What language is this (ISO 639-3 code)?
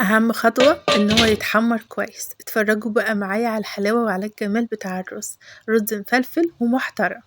arz